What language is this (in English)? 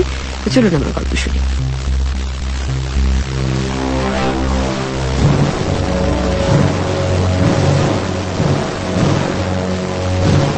Bangla